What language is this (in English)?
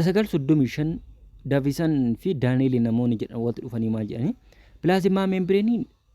Oromo